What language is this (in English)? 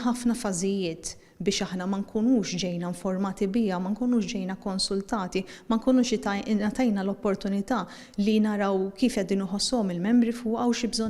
Maltese